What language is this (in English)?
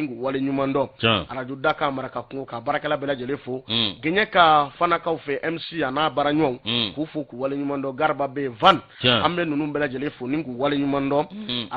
Bambara